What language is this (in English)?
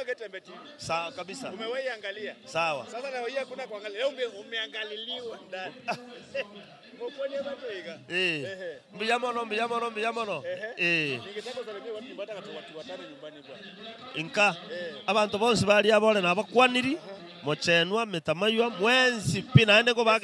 Gusii